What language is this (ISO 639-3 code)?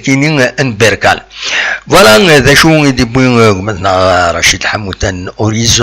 kab